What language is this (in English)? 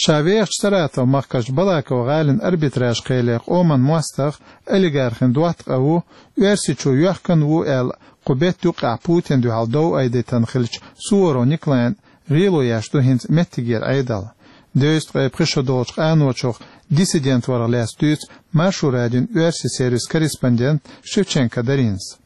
Chechen